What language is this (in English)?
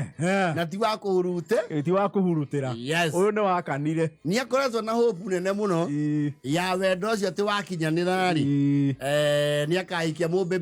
Kikuyu